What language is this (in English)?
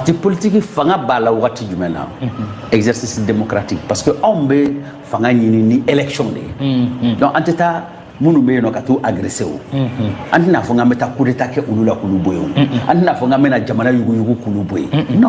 Bambara